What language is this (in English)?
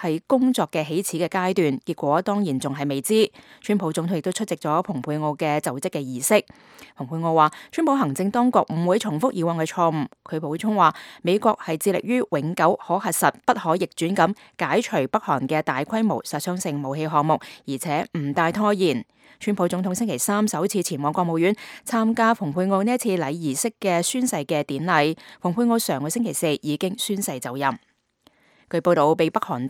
Cantonese